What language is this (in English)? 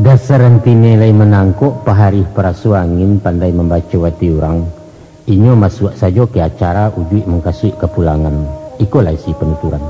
Minangkabau